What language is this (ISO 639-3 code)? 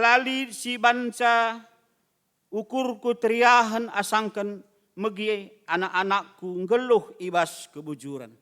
btx